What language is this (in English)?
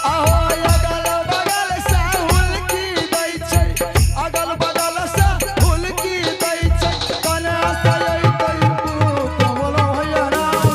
Angika